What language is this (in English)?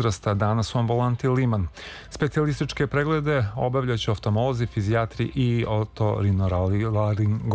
Serbian